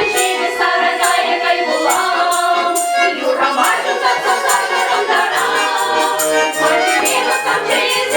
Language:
Chuvash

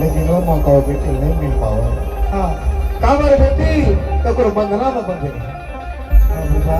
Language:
Chhattisgarhi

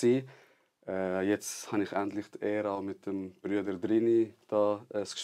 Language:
Swiss German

